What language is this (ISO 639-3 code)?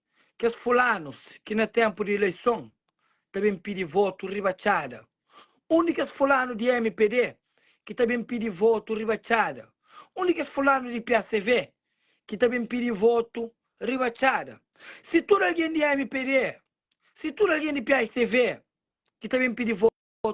kea